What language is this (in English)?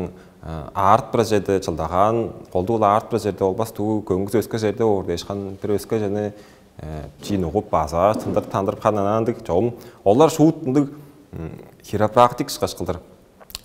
Tuvinian